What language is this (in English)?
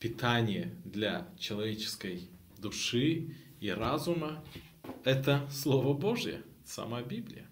Gagauz